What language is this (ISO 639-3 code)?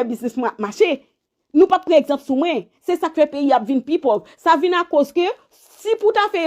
hat